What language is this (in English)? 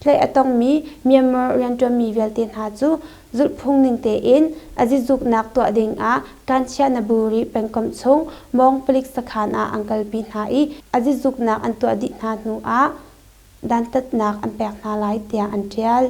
Hakha Chin